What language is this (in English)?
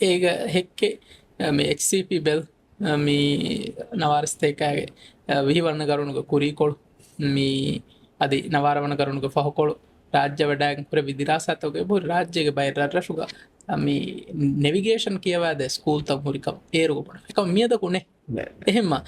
Divehi